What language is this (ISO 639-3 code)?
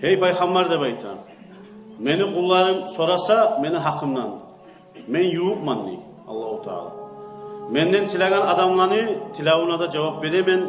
kum